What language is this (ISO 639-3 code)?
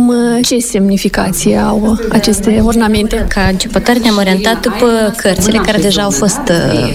ron